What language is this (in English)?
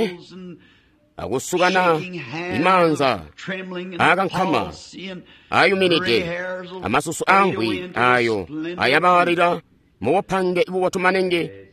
Tonga (Zambia)